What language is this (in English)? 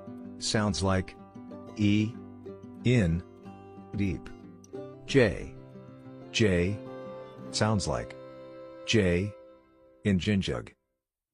Tswana